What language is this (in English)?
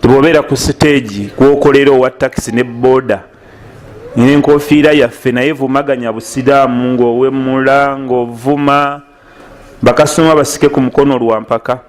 Ganda